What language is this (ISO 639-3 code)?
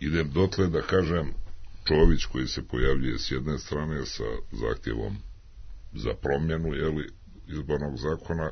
srp